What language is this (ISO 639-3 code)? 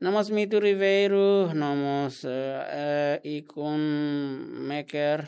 tet